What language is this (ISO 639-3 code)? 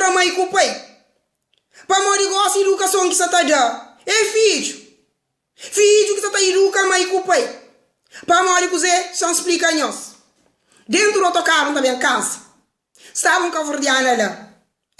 kea